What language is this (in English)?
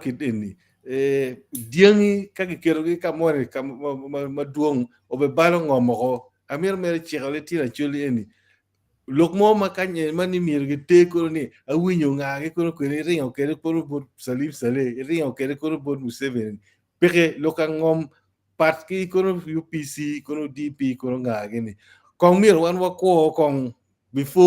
Acoli